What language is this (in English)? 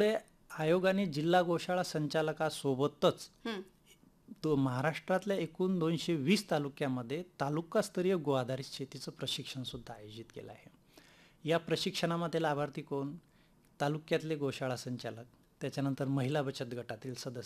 Marathi